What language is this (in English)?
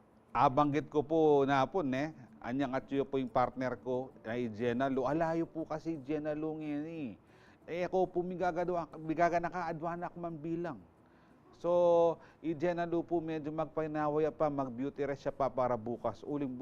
Pampanga